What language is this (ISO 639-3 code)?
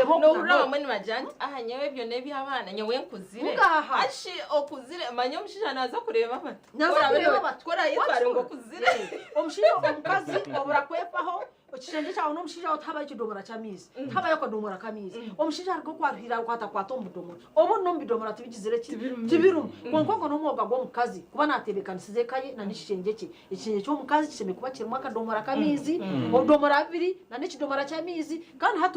nyn